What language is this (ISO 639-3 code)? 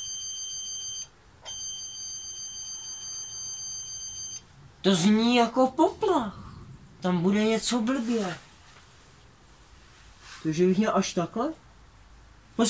ces